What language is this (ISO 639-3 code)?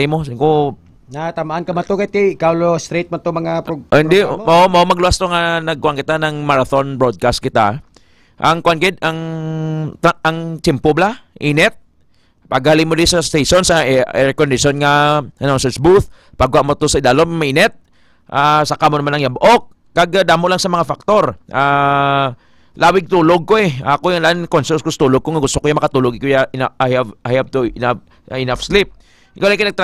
hil